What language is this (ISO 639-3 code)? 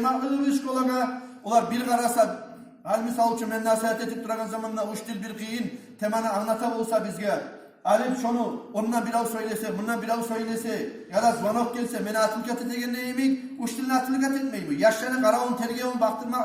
kum